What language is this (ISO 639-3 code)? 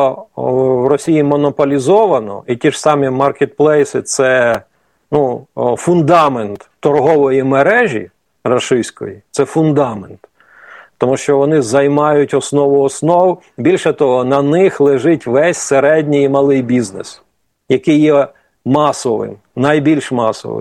ukr